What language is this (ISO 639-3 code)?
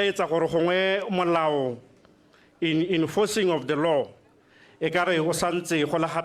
tsn